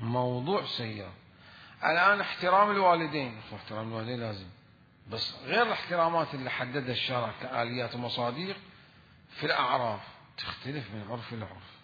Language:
Mesopotamian Arabic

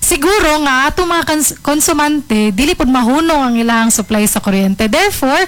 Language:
Cebuano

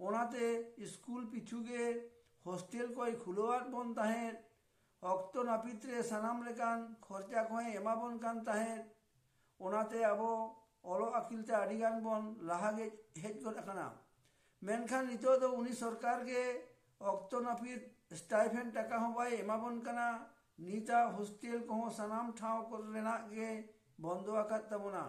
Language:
Santali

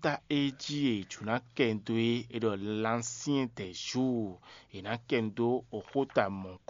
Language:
Fon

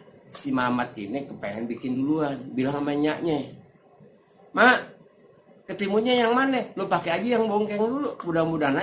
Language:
Betawi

